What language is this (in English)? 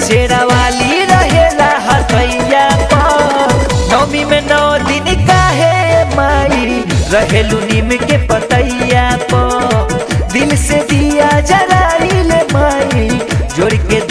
Bhojpuri